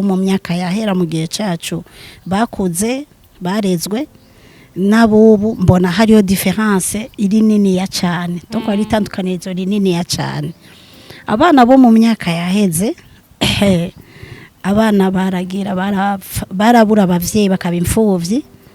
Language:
Rundi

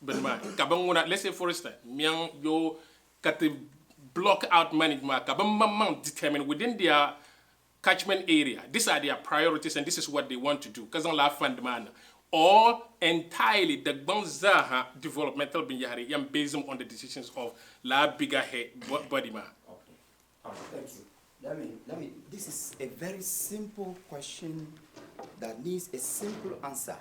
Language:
Dagbani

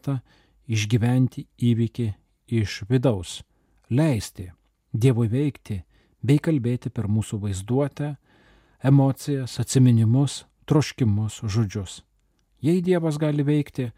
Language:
Lithuanian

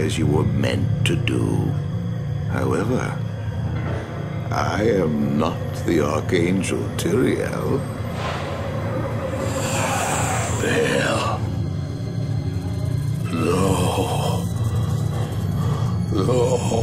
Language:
English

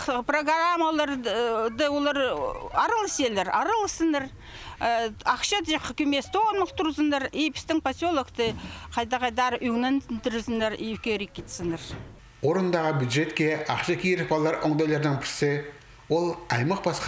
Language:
Khakas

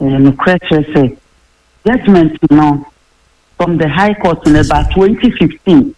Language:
Akan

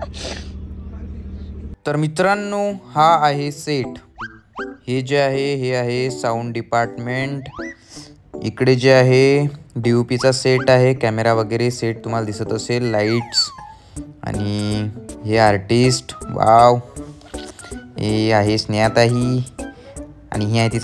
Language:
Marathi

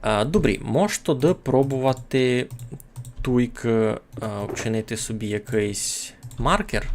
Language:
Rusyn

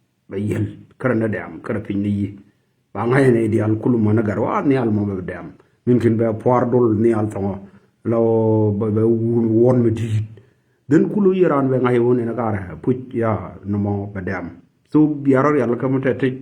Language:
Nuer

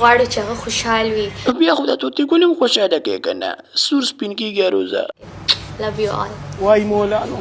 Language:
Pashto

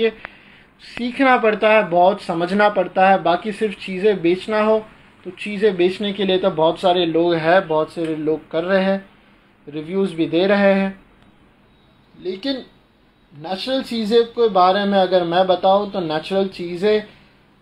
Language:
Hindi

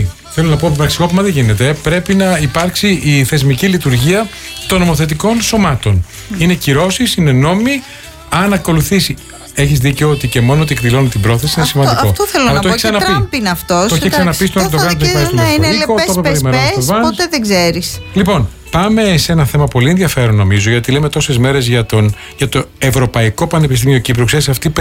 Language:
Greek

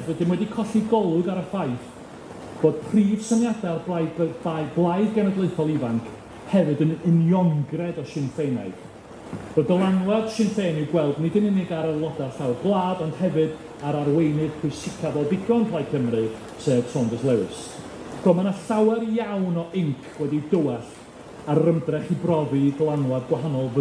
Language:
Welsh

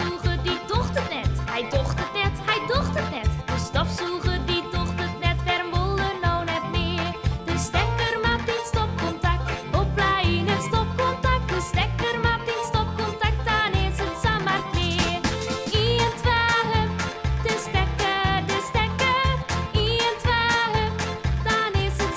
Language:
Western Frisian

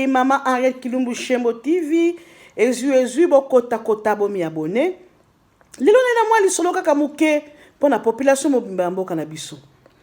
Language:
Lingala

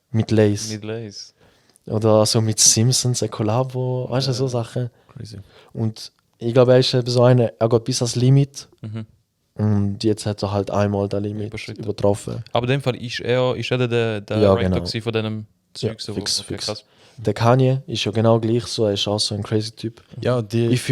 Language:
Swiss German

